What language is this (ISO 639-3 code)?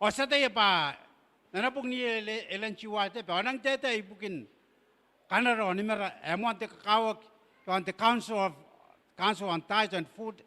gil